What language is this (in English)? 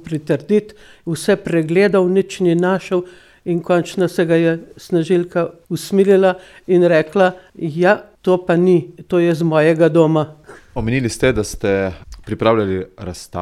Slovenian